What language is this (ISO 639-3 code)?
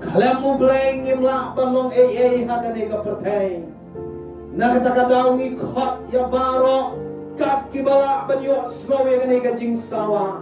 kha